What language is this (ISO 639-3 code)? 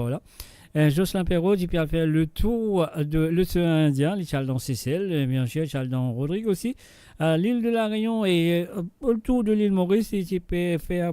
mfe